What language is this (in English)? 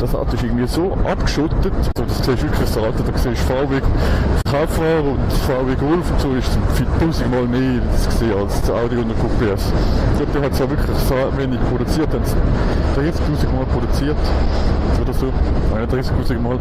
Swiss German